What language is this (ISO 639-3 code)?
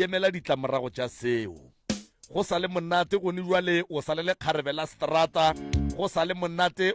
nso